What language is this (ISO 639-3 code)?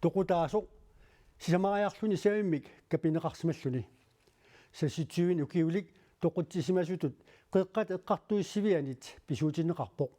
kal